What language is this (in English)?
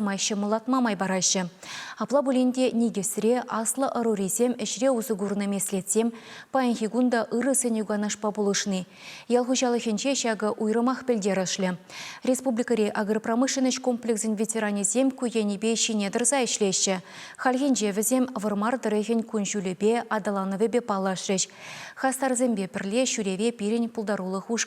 Chuvash